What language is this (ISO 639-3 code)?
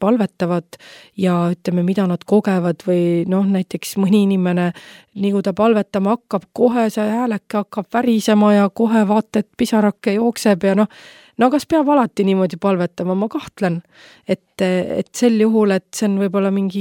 est